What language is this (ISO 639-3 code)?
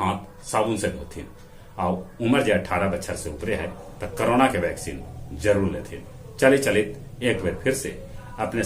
mag